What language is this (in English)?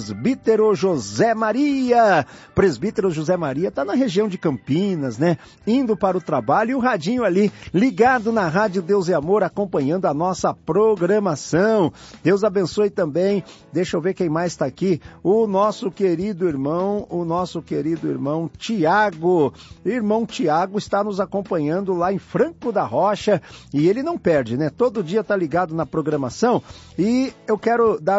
Portuguese